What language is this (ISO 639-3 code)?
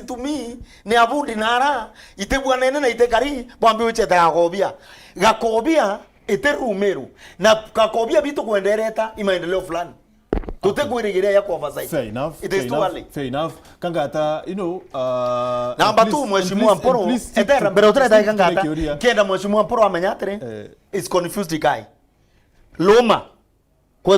mer